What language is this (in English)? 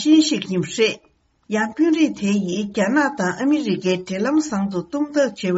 Tibetan